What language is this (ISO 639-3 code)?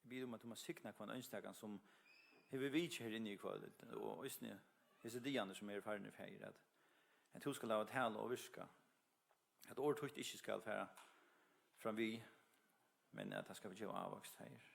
fao